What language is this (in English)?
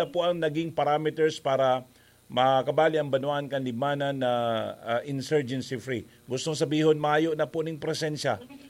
Bikol